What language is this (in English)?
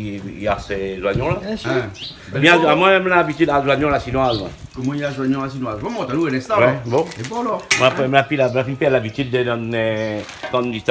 Réunion Creole French